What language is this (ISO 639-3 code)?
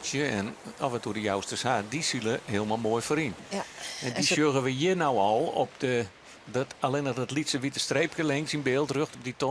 fry